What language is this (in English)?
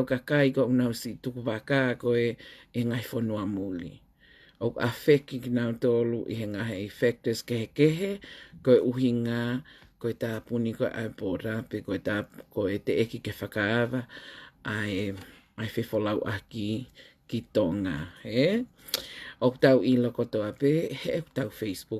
Tongan